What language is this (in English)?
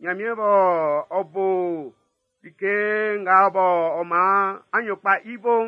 Baoulé